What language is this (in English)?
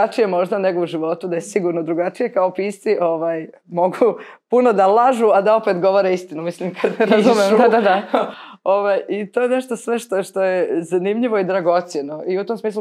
Croatian